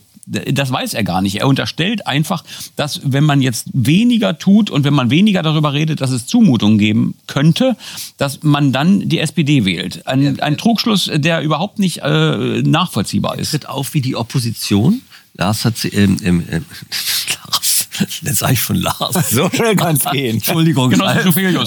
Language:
German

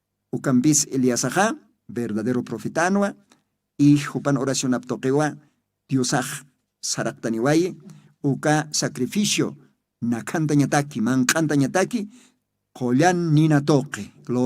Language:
Aymara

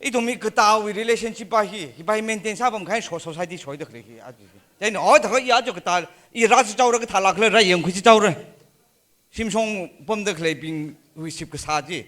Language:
Tangkhul Naga (India)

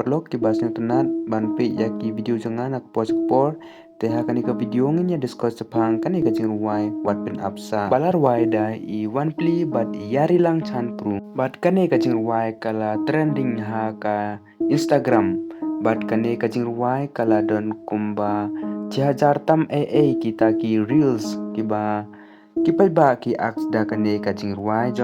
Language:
Khasi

